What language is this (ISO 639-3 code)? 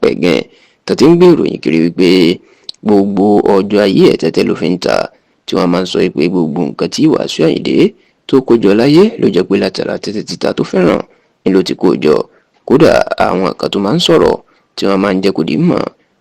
yor